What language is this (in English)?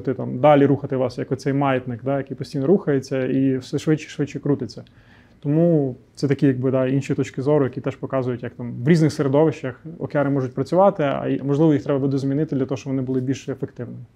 Ukrainian